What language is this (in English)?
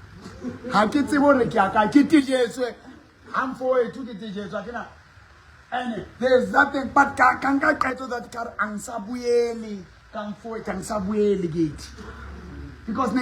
Southern Sotho